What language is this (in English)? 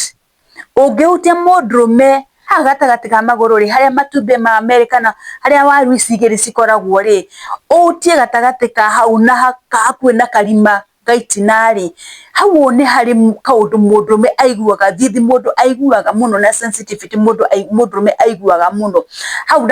Kikuyu